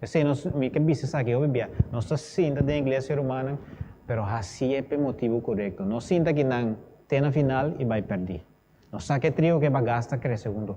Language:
Papiamento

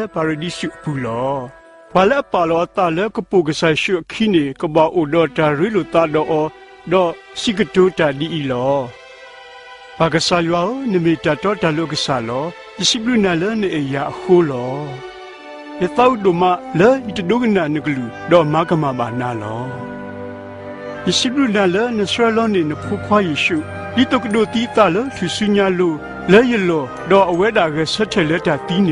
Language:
S'gaw Karen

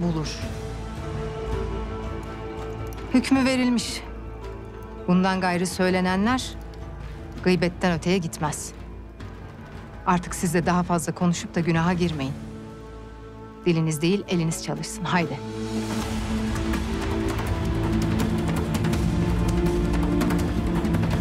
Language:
Turkish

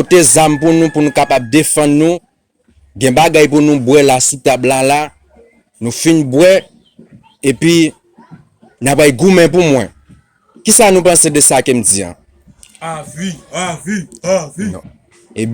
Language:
Haitian Creole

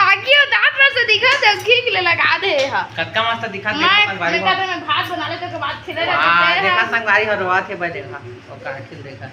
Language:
Chhattisgarhi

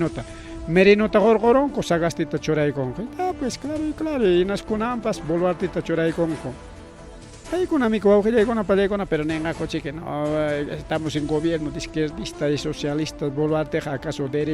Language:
Ayacucho Quechua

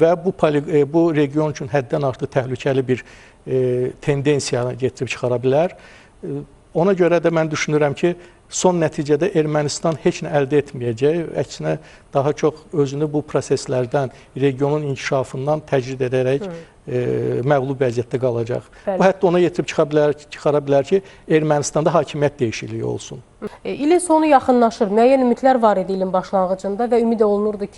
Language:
Azerbaijani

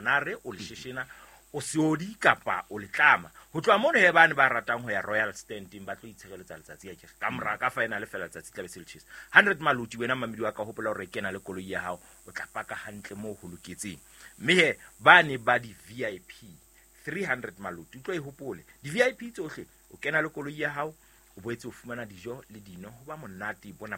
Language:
Southern Sotho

